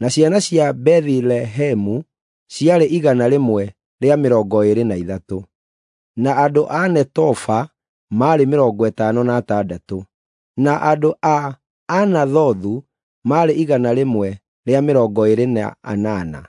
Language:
Kikuyu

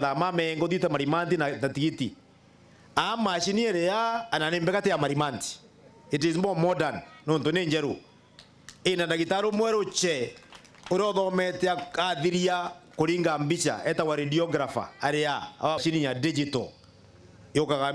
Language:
Meru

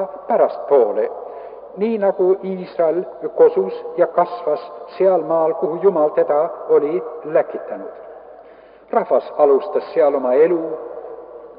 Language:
Estonian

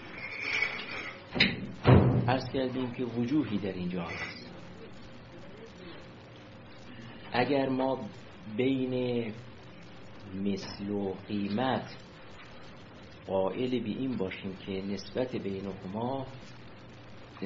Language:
Persian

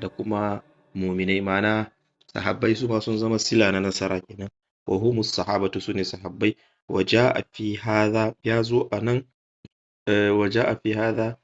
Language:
Hausa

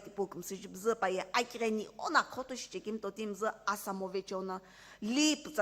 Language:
Sumi Naga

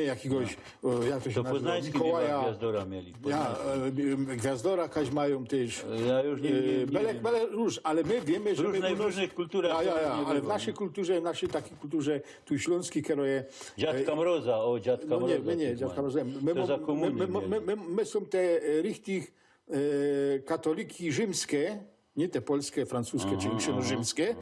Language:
Silesian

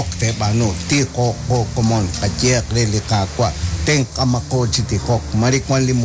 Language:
Kekchí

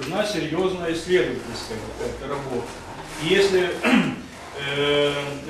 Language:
Russian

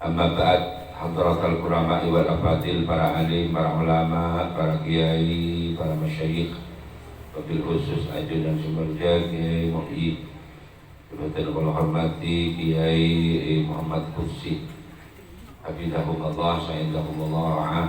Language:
Madurese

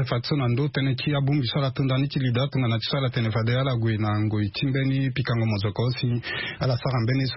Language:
Sango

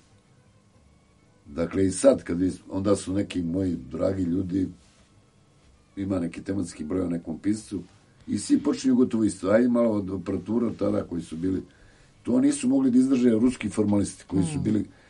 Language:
Serbian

